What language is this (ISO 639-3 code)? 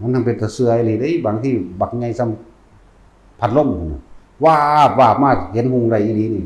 tts